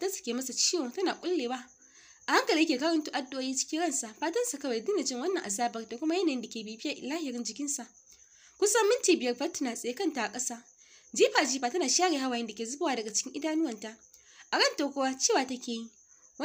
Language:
Hausa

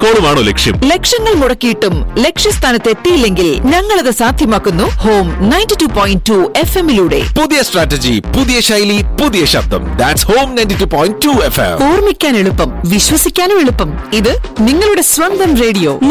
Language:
Malayalam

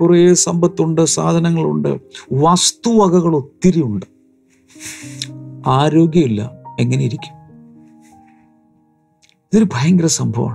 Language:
Malayalam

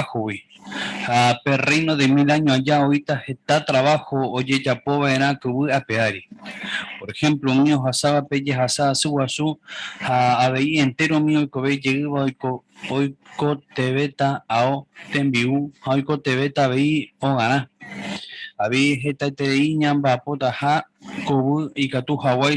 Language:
Guarani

